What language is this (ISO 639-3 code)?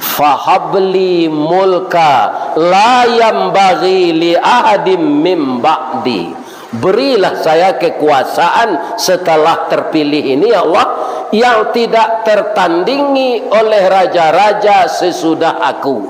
min